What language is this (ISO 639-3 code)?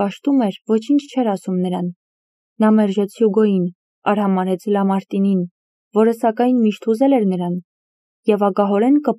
hye